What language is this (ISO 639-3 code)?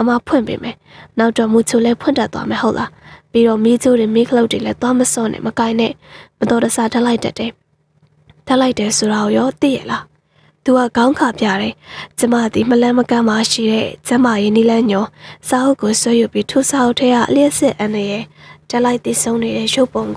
mya